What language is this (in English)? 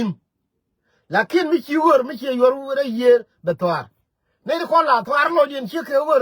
Nuer